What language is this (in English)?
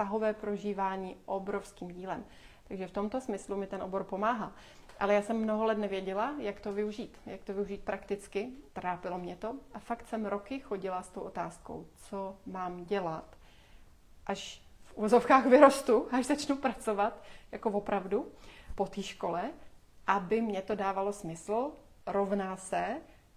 Czech